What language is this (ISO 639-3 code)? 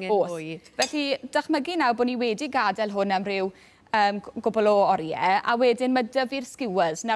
cym